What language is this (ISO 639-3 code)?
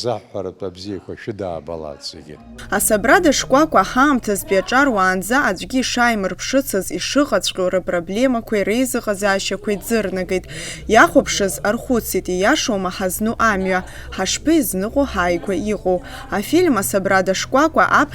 abk